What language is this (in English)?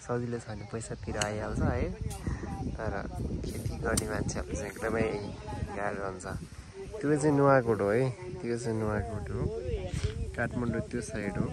Nepali